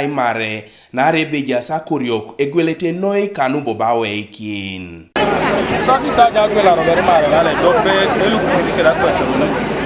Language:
Teso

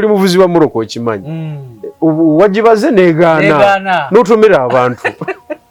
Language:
Ganda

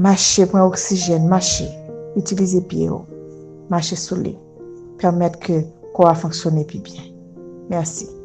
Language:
Haitian Creole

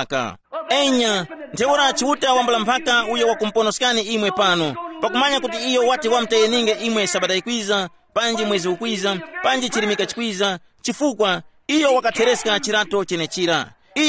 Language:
Tumbuka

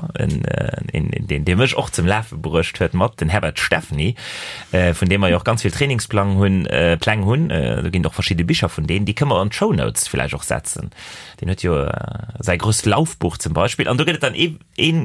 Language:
Luxembourgish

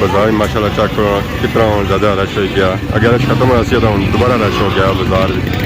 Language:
Pahari-Potwari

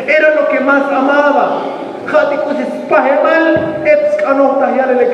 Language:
Tzotzil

